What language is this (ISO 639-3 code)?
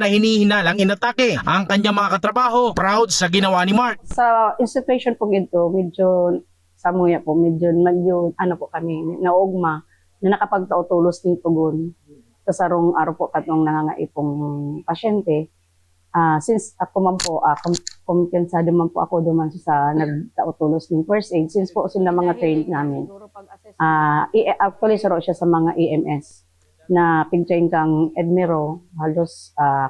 bik